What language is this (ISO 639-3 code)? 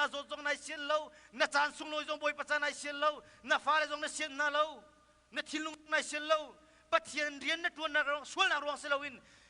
cnh